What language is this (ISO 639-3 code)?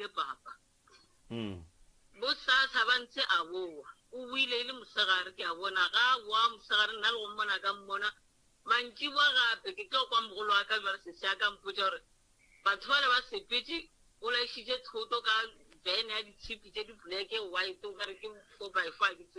nso